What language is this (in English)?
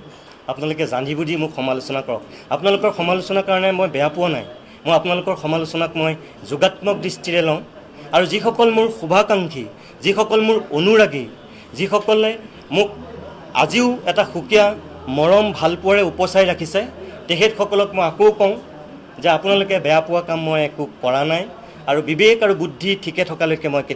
Assamese